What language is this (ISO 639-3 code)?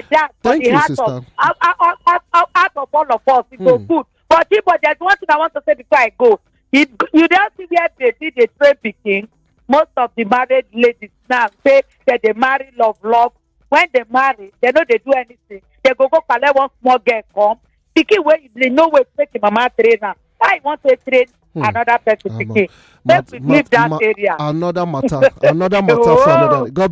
pcm